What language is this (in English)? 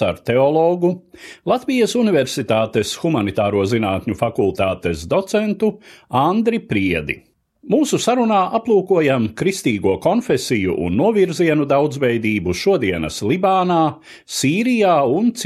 Latvian